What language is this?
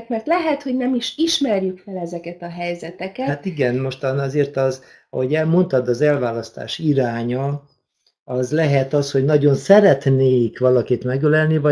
Hungarian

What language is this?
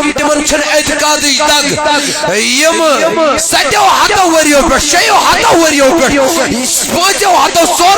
Kashmiri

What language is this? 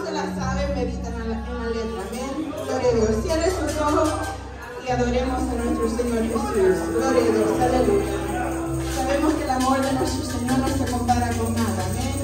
Spanish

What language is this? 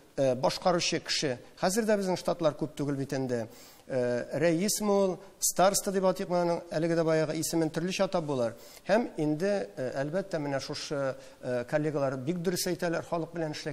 Tatar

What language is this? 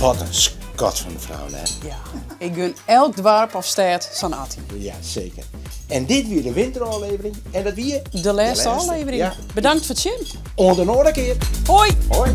Western Frisian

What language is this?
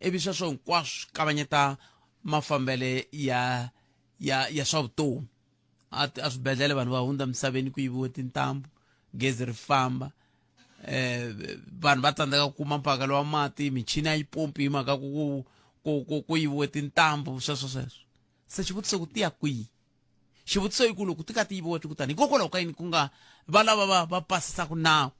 Tsonga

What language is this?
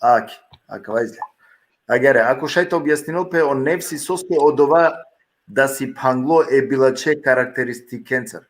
Balkan Romani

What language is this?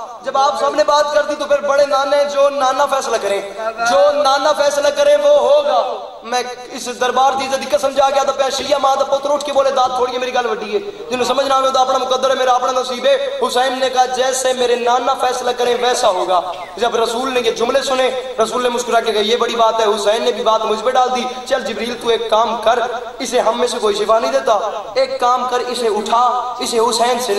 Urdu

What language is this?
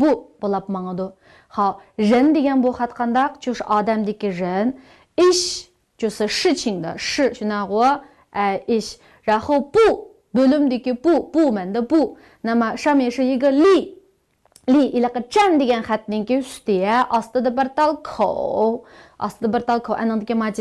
Uyghur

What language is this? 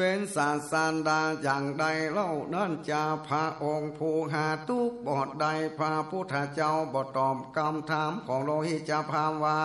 Northern Thai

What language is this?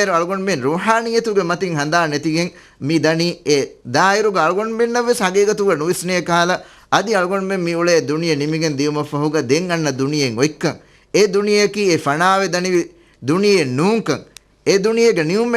Divehi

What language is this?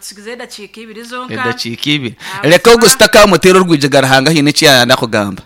Nyankole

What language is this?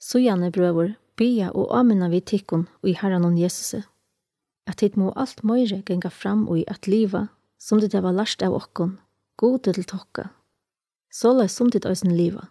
Faroese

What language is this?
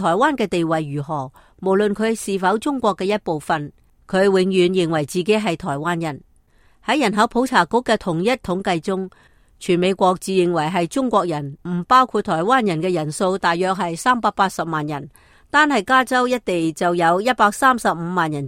Cantonese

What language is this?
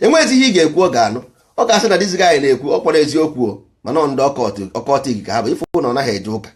Igbo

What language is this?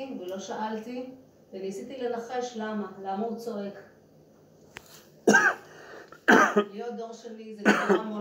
Hebrew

